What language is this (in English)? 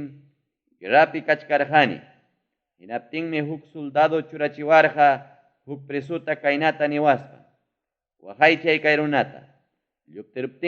Ayacucho Quechua